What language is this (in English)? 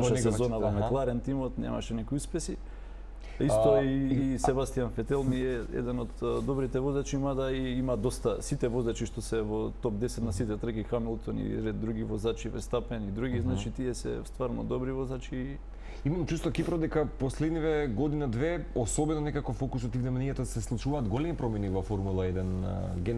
Macedonian